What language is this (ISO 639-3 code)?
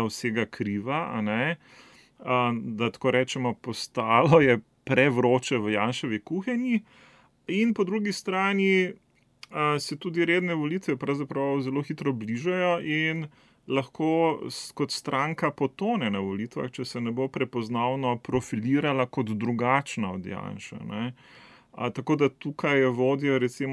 slv